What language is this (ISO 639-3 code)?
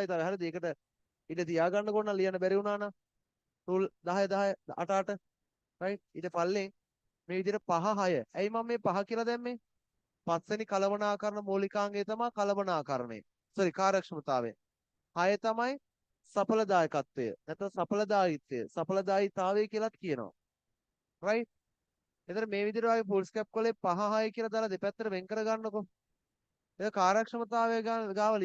sin